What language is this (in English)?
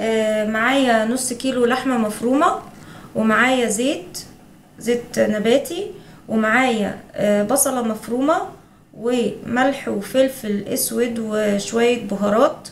Egyptian Arabic